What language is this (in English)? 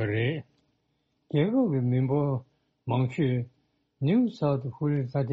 Tibetan